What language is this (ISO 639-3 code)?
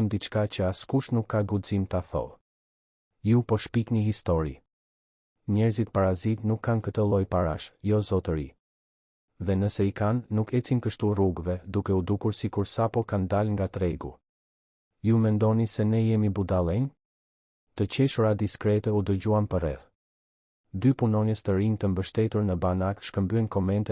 sqi